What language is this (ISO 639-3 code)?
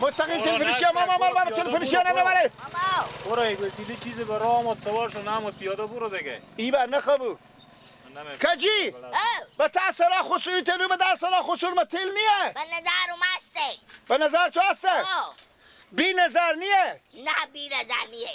fas